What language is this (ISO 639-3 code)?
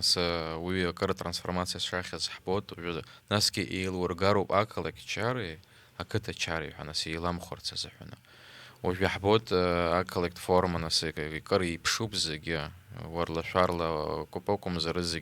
abk